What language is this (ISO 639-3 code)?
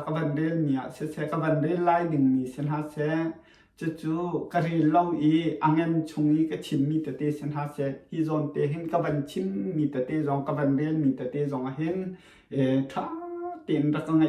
cnh